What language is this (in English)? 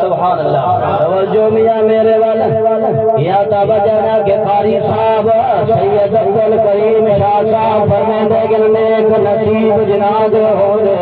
Saraiki